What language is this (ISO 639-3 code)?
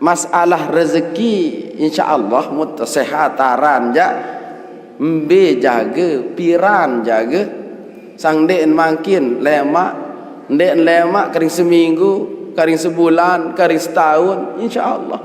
sas